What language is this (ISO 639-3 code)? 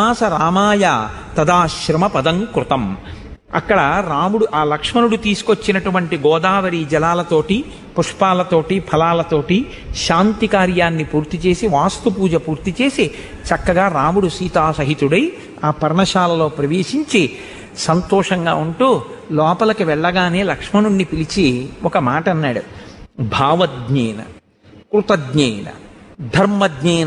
tel